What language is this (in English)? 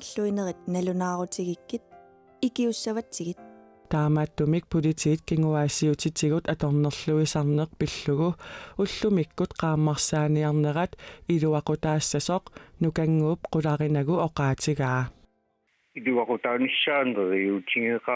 Kalaallisut